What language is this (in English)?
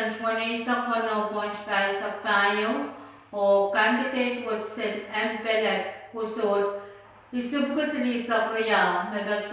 Pohnpeian